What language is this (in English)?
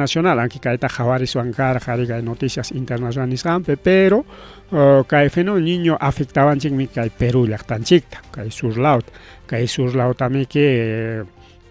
Ayacucho Quechua